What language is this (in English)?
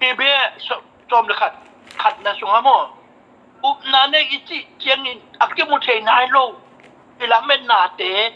Tedim Chin